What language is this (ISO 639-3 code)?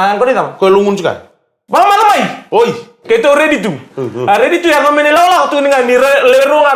fij